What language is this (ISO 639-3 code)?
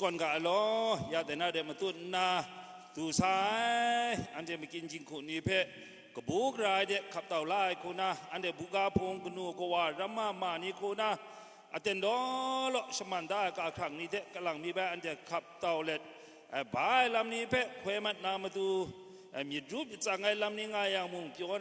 kac